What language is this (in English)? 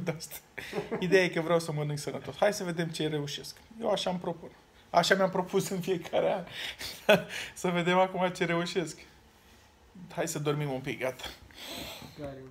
Romanian